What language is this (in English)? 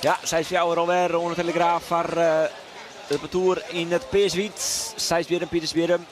Western Frisian